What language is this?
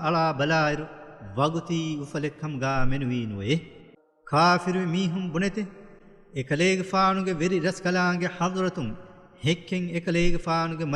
Divehi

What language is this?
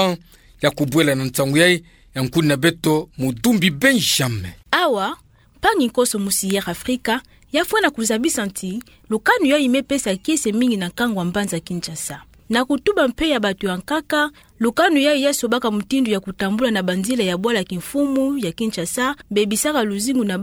Kituba (Democratic Republic of Congo)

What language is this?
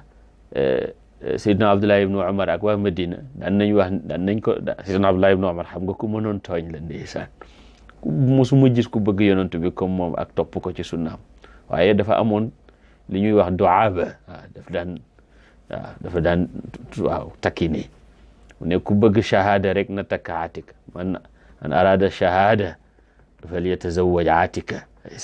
Wolof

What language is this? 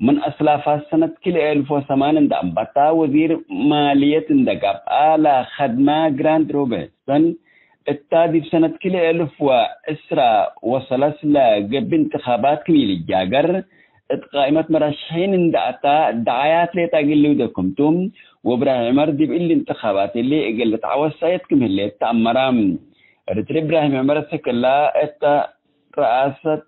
Tigre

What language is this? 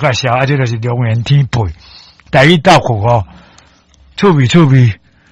Min Nan Chinese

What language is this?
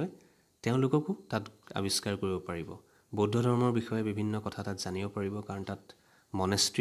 Assamese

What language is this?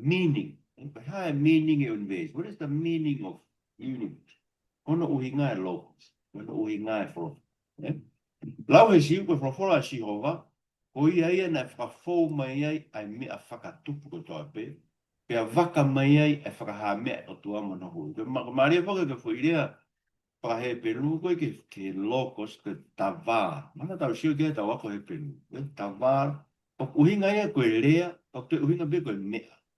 Tongan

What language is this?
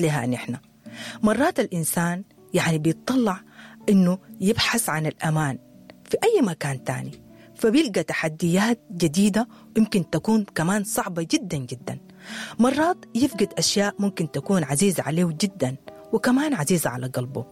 Sudanese Arabic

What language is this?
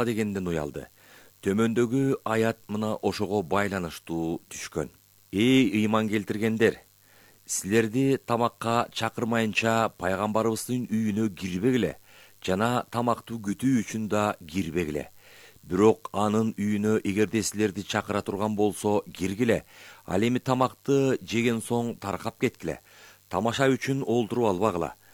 Kyrgyz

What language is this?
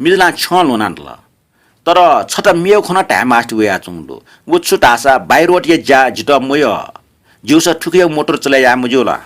Newari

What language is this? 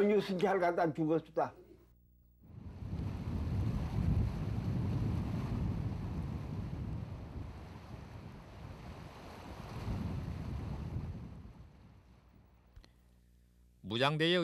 Korean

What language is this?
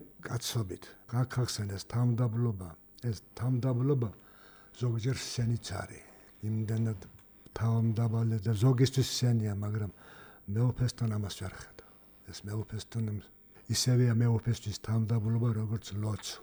Georgian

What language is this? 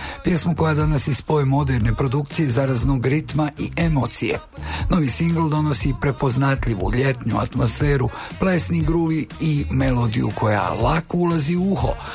Bosnian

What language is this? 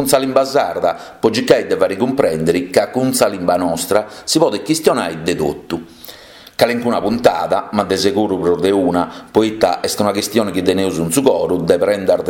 Sardinian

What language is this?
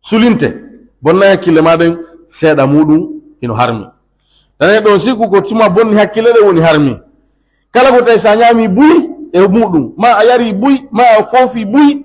Pular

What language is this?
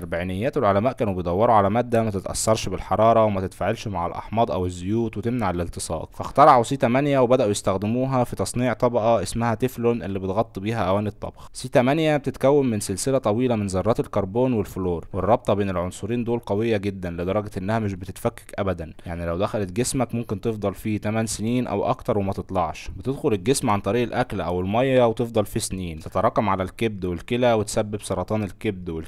Egyptian Arabic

